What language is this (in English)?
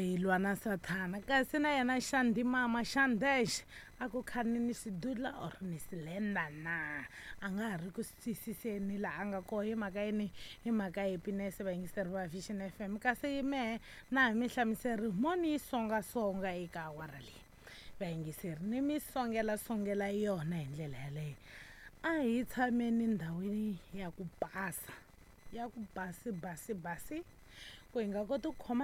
Tsonga